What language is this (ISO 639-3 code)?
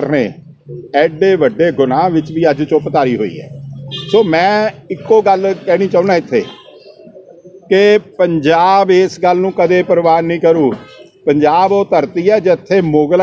pan